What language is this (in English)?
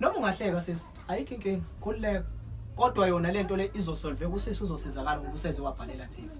Zulu